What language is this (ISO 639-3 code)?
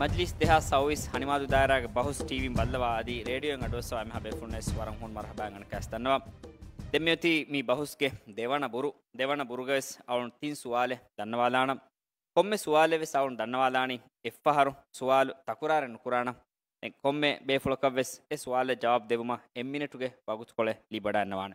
div